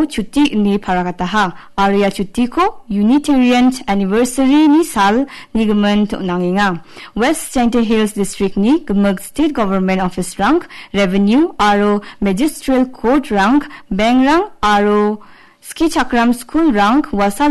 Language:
Garo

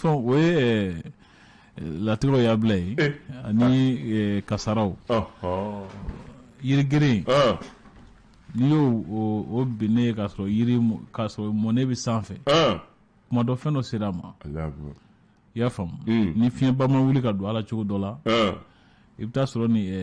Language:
Bambara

